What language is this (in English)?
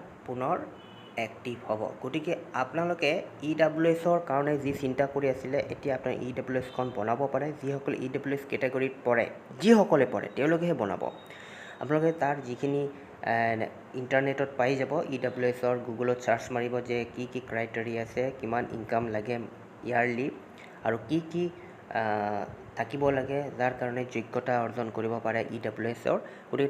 Assamese